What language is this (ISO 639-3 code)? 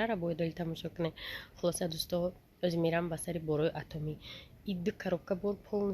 tgk